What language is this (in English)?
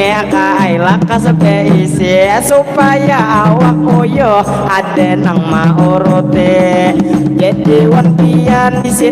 Banjar